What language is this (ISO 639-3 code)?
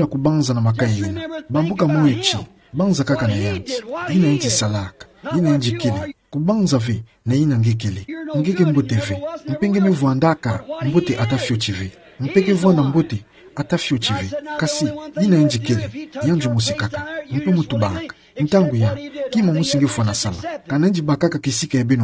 ktu